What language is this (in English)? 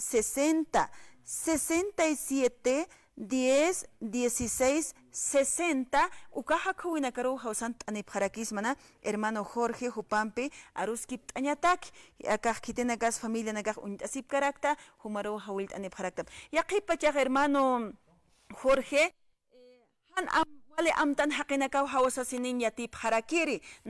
Aymara